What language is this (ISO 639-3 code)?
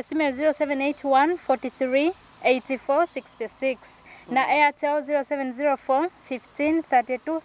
nyo